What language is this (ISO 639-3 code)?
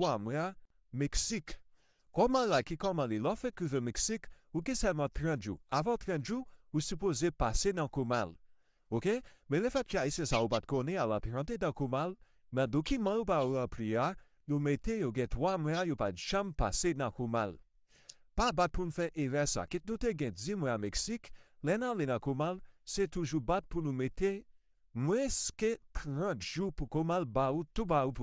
hat